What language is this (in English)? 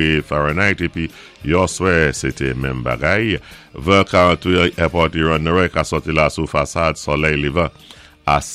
Saint Lucian Creole French